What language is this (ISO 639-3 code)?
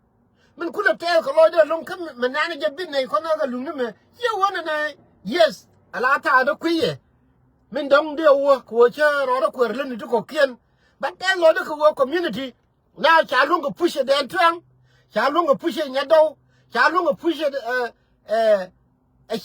nus